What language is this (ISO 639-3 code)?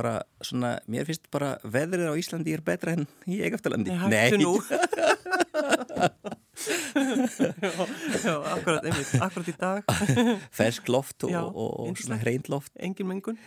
isl